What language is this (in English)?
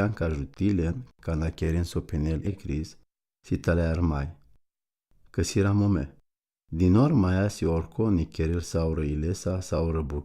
Romany